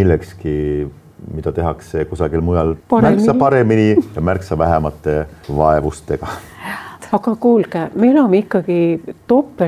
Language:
Estonian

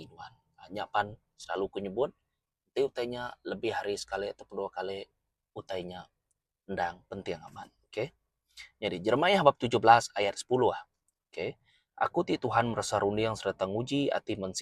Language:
Iban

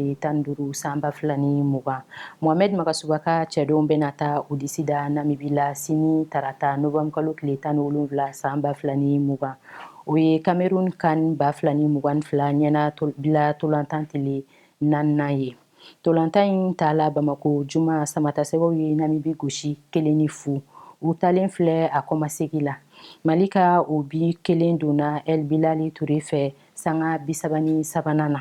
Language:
Bambara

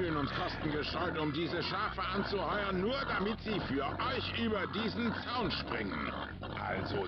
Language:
Swiss German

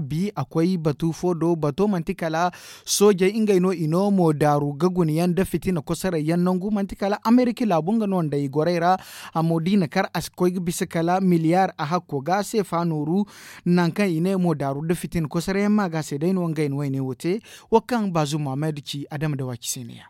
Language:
Zarma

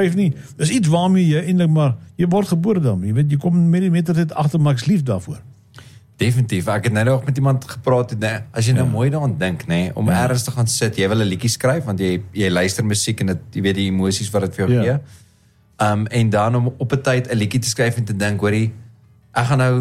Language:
Afrikaans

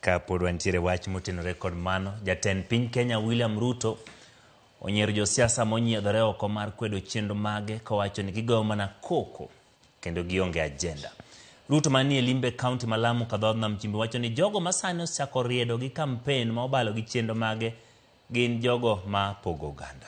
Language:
Luo (Kenya and Tanzania)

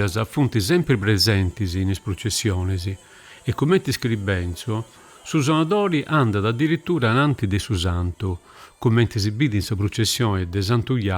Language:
Sardinian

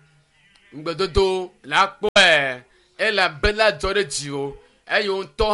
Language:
Ewe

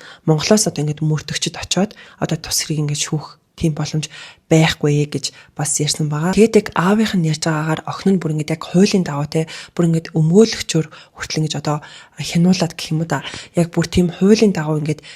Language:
Mongolian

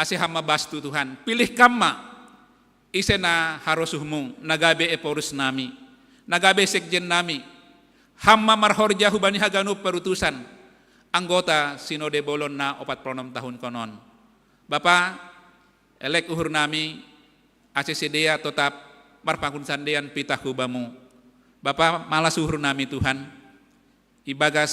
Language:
Batak Simalungun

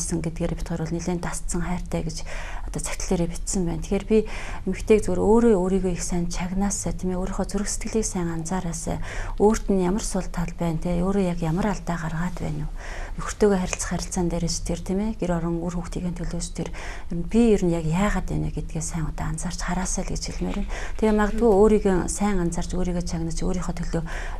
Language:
Mongolian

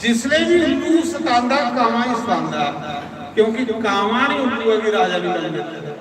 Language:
Dogri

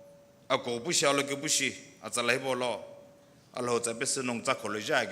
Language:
Sumi Naga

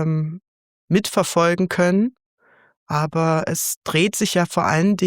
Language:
Swiss German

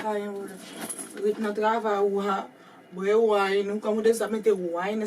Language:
Haitian Creole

